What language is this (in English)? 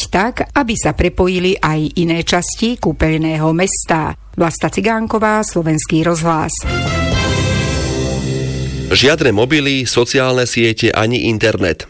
Slovak